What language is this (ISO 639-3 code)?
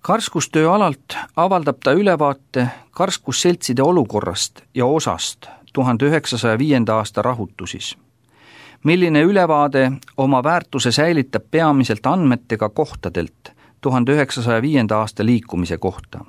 est